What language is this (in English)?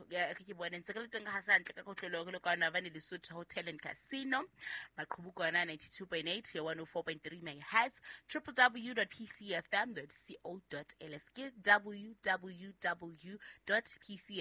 Southern Sotho